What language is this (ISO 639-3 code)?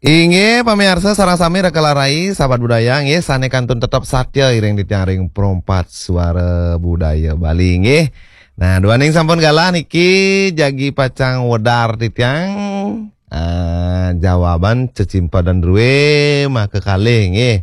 ban